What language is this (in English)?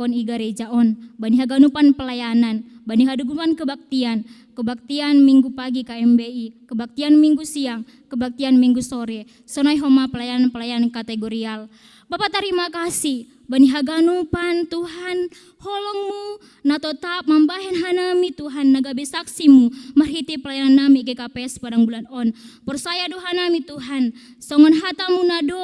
Batak Simalungun